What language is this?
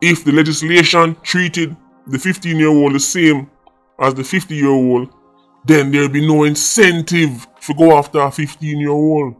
Jamaican Creole English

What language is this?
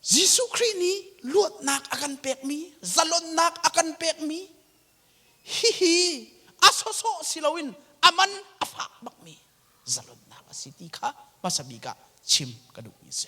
Hakha Chin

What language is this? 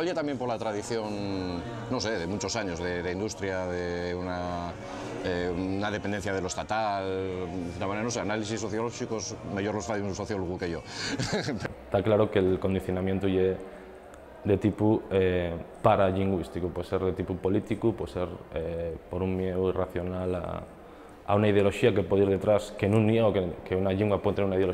Asturian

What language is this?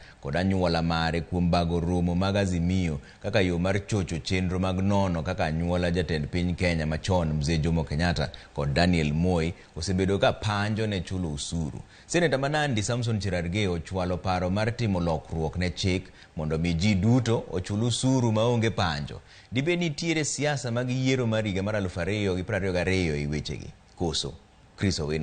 Luo (Kenya and Tanzania)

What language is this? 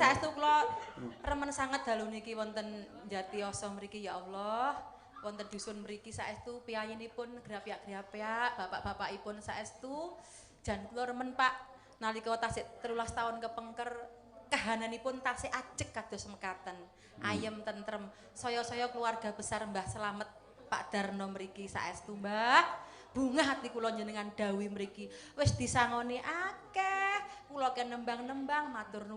Javanese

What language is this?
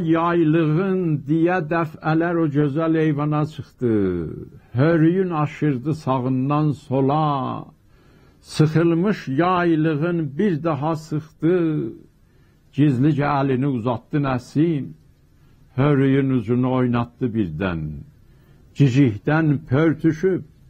South Azerbaijani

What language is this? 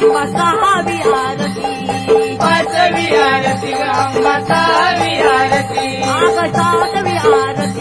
Marathi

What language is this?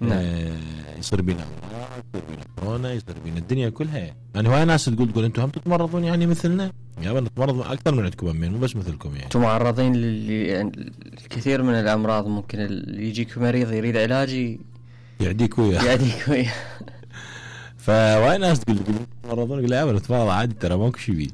Mesopotamian Arabic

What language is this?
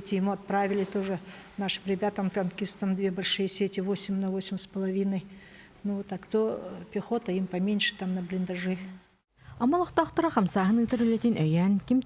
Yakut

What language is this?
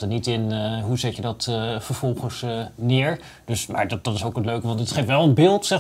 Dutch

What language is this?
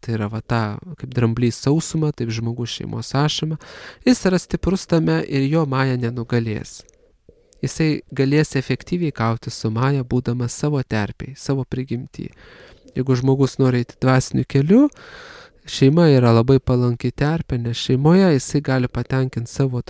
Lithuanian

